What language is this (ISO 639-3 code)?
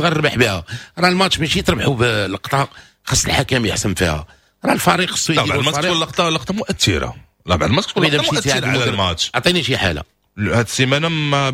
ary